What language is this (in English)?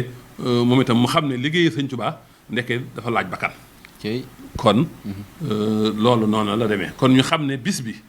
Wolof